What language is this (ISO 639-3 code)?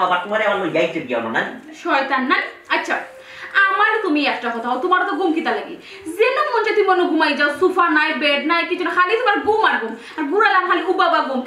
syl